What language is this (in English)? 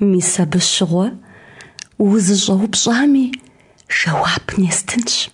Kabardian